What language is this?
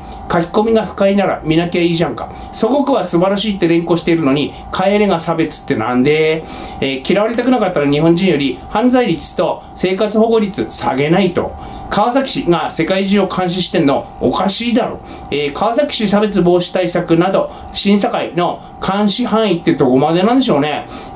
Japanese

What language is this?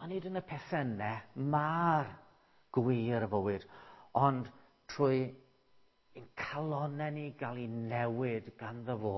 Welsh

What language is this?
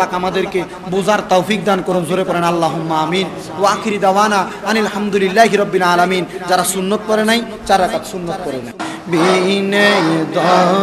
Bangla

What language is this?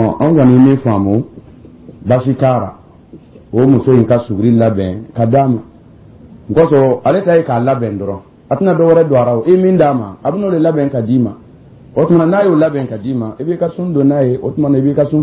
Dyula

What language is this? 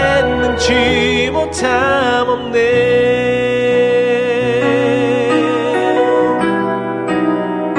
Korean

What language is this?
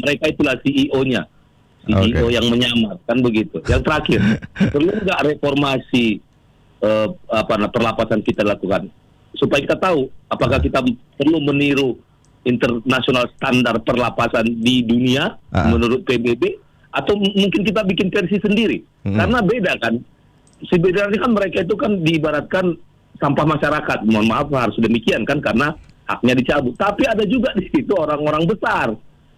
Indonesian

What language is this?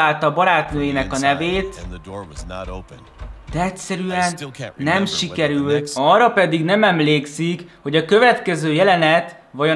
Hungarian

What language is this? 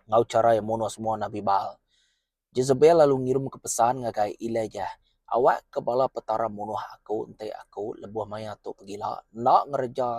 Iban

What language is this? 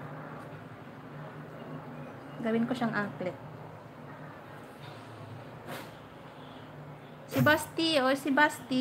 Filipino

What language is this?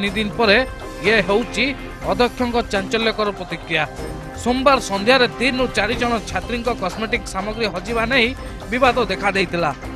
Odia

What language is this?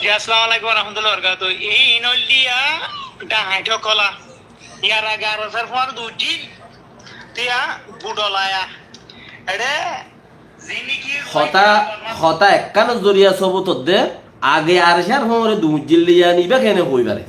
Rohingya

